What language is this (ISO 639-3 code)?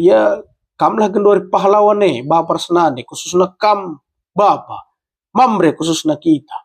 btx